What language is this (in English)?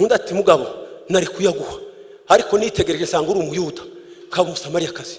Kinyarwanda